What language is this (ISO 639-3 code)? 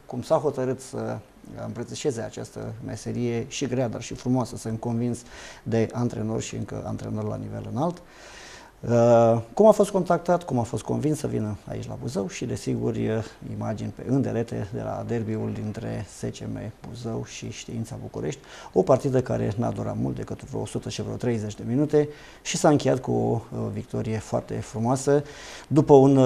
ron